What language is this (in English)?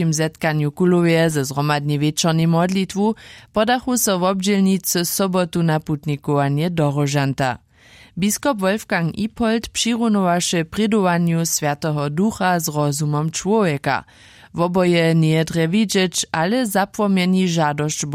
Upper Sorbian